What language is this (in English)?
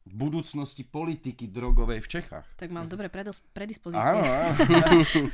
Slovak